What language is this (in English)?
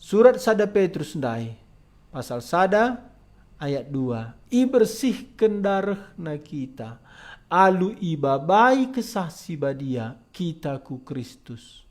Batak Karo